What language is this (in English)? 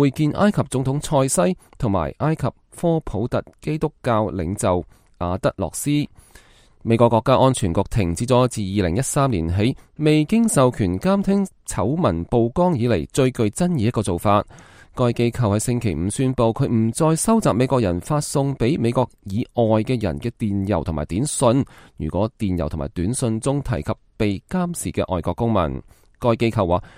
Cantonese